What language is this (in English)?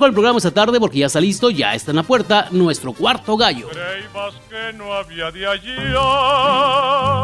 Spanish